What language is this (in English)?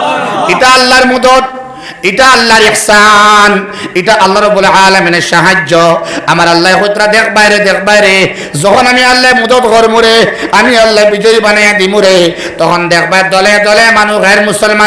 Sylheti